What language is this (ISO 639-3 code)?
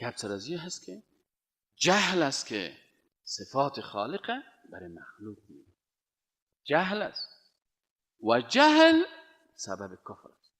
fas